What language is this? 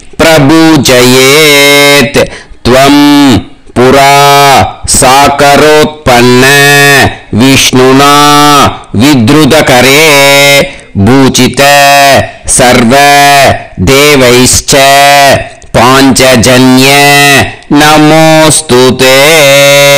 Tamil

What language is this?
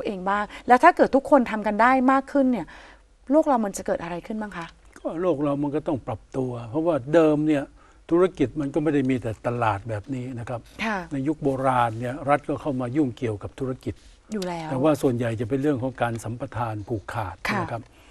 Thai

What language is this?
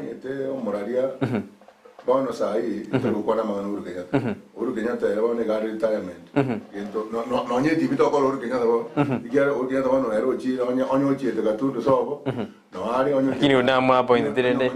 Gusii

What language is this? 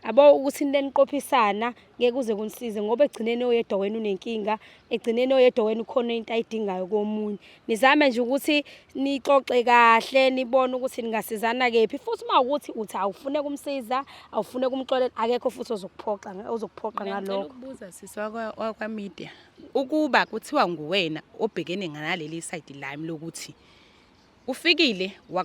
Zulu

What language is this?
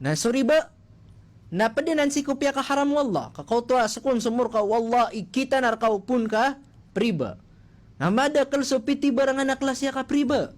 Maranao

